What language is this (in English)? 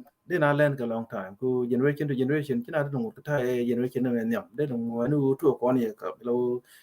Nuer